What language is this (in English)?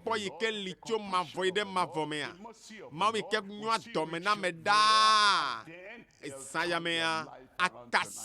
Ewe